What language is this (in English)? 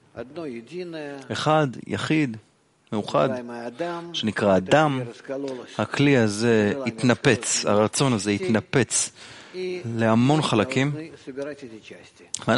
Hebrew